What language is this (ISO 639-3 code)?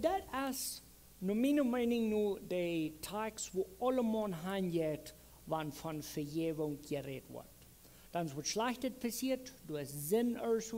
pdt